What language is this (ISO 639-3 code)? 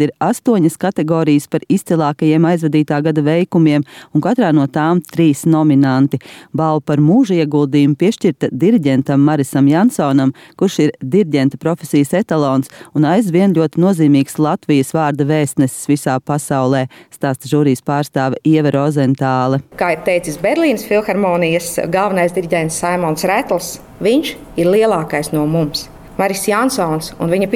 lav